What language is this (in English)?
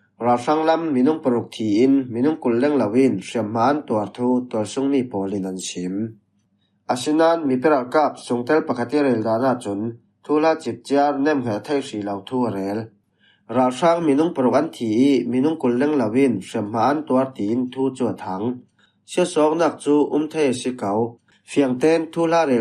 Falam Chin